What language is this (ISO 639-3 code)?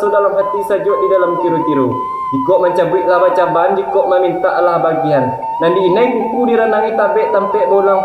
min